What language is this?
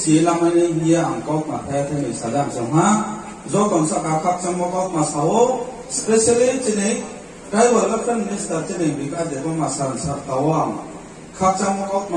Riang (India)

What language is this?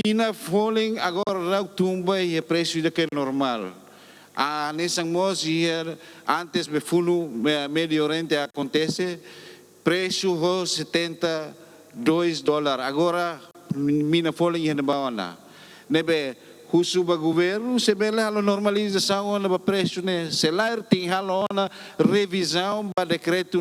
Tetum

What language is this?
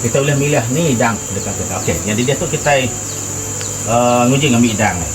Iban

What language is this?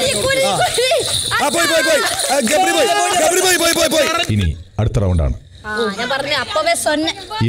Malayalam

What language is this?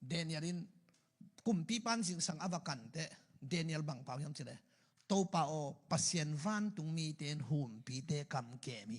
Tedim Chin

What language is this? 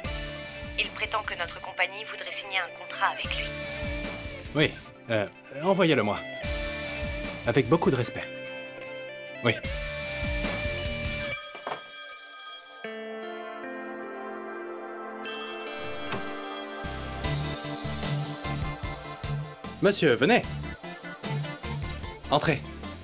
French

